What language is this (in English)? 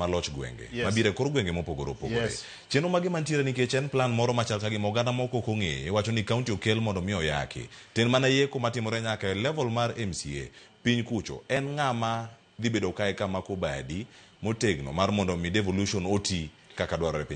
Luo (Kenya and Tanzania)